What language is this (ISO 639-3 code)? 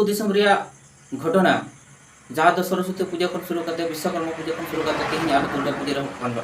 sat